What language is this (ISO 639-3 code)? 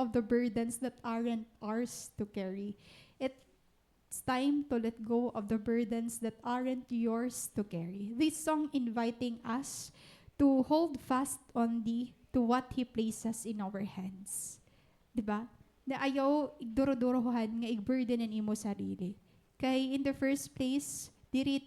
war